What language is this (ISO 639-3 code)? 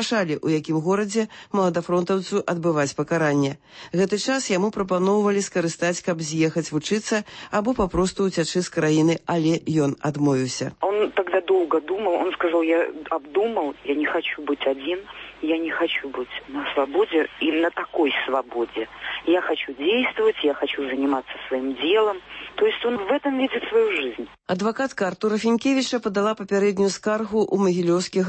bel